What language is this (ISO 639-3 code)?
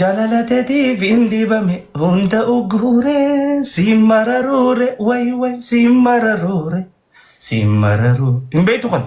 orm